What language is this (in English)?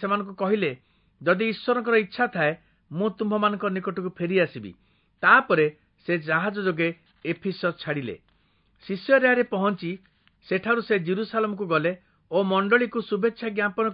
Odia